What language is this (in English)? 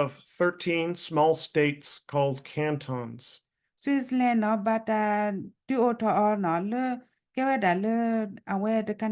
S'gaw Karen